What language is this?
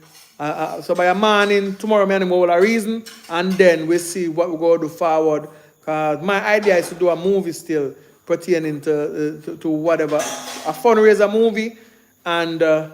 Jamaican Creole English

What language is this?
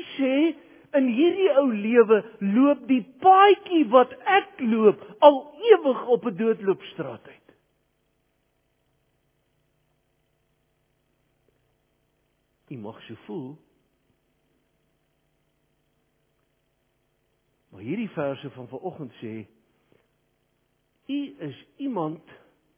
Afrikaans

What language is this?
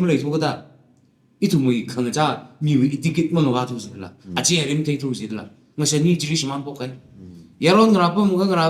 Tangkhul Naga (India)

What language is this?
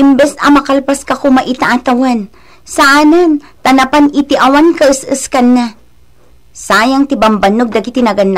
Iloko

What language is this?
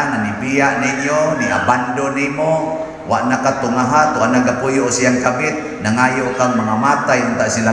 Cebuano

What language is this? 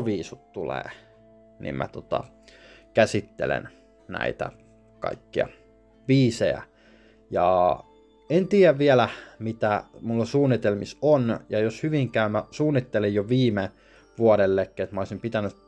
Finnish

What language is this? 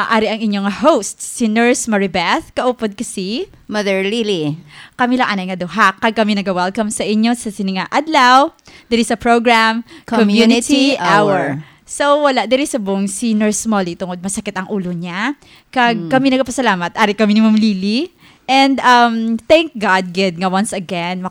Hiligaynon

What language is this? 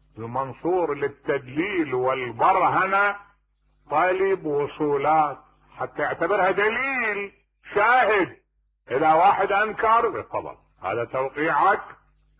Mesopotamian Arabic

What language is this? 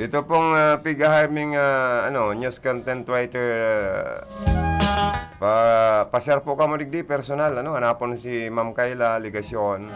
Bikol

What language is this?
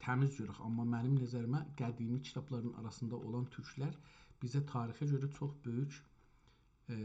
South Azerbaijani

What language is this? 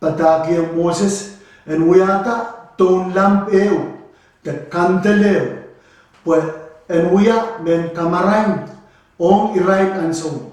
Pohnpeian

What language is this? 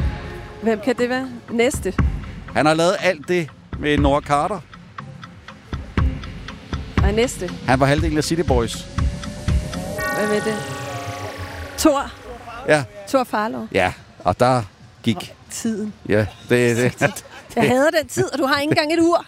Danish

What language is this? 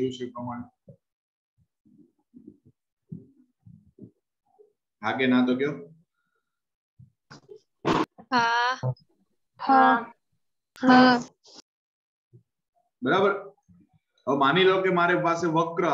Gujarati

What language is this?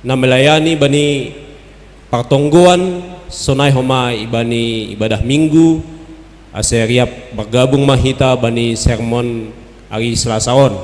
Batak Simalungun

